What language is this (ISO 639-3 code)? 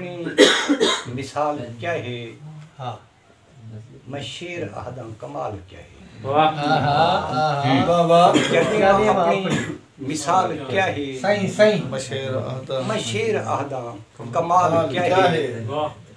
skr